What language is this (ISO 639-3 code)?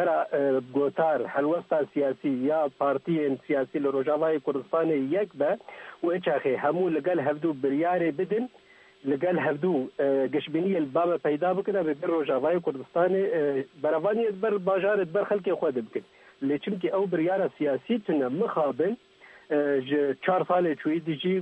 kur